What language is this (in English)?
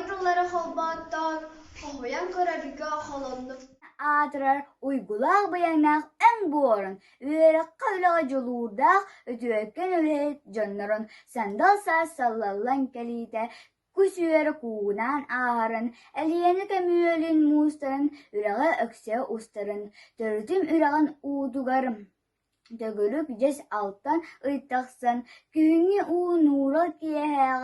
Yakut